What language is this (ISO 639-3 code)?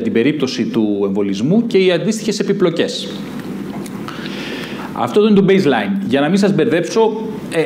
ell